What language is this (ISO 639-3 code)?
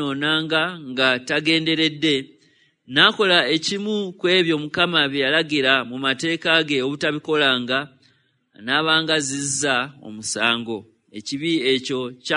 lug